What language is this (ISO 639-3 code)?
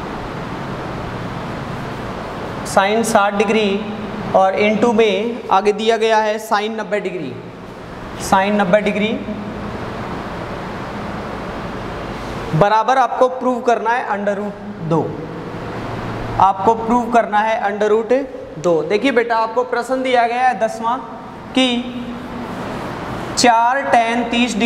hin